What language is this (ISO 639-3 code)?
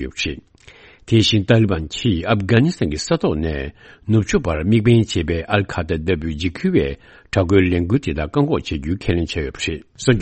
bod